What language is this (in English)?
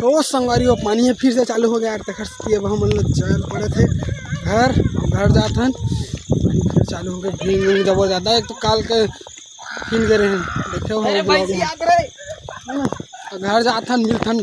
Chhattisgarhi